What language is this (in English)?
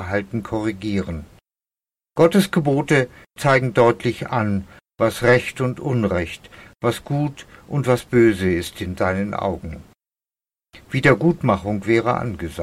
German